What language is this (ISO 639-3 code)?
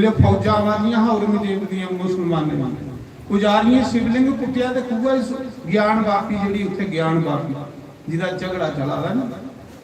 doi